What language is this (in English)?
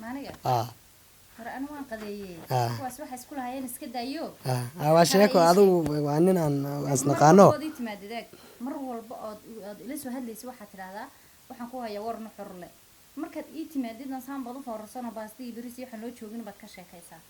Somali